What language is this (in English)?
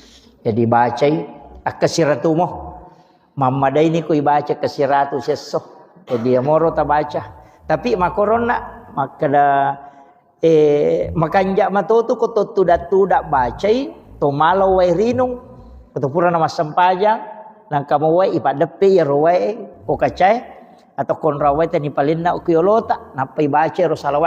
Buginese